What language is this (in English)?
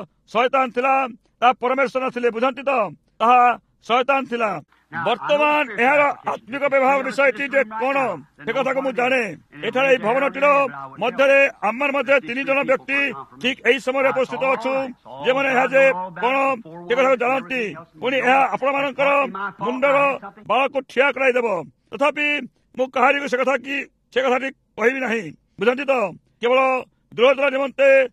Odia